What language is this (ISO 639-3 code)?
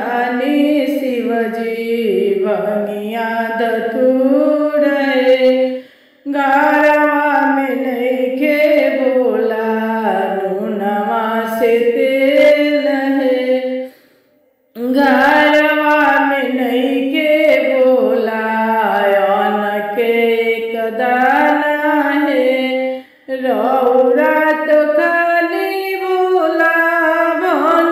bho